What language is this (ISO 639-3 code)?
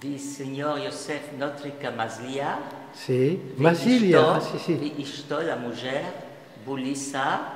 lad